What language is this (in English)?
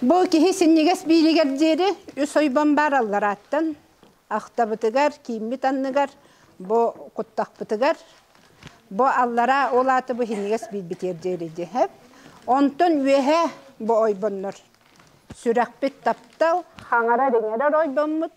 Yakut